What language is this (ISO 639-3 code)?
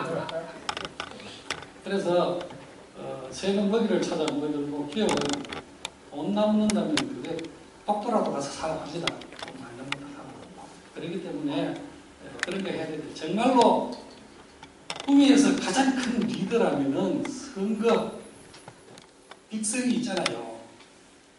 kor